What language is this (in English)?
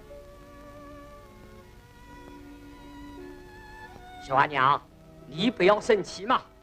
Wu Chinese